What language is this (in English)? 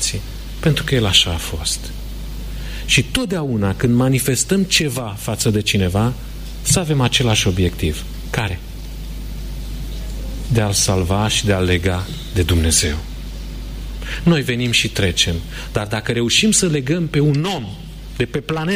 Romanian